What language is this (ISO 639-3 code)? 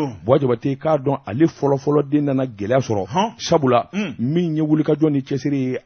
bam